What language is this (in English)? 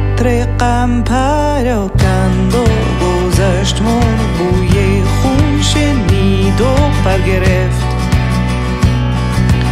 Persian